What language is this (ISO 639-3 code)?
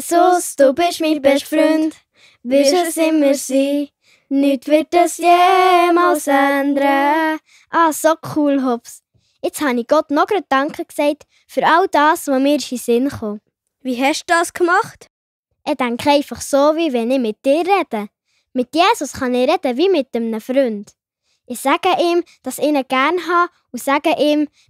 gsw